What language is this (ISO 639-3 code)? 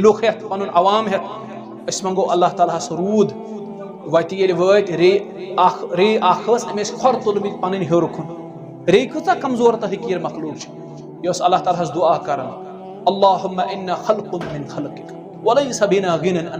kas